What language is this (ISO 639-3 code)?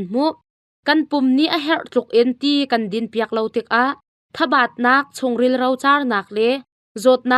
cnh